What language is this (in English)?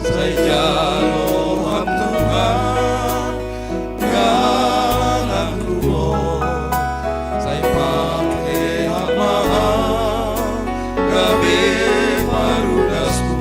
Batak Simalungun